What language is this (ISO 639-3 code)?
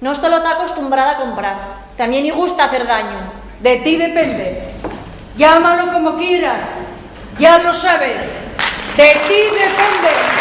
ast